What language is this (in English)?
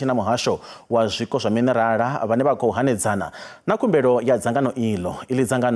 Venda